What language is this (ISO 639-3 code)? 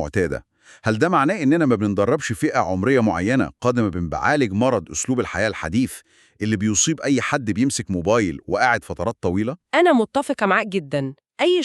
arz